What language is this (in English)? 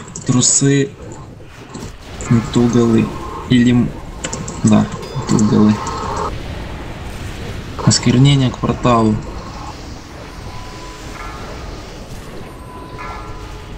Russian